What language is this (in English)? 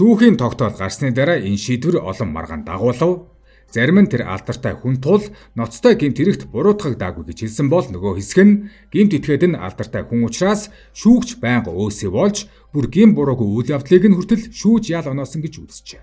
Mongolian